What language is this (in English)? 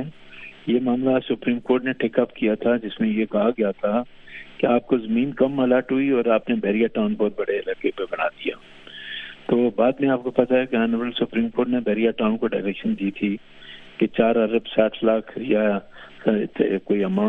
Urdu